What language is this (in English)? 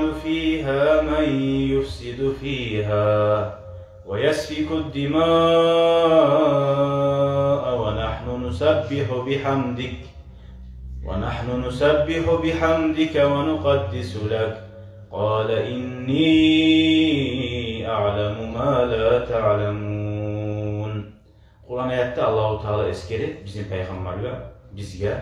Kumyk